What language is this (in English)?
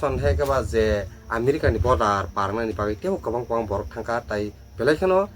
Kok Borok